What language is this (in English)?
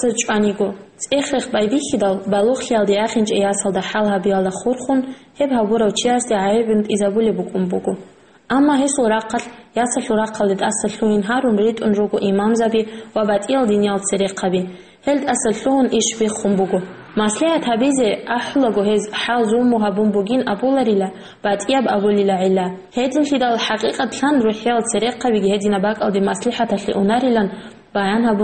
Avaric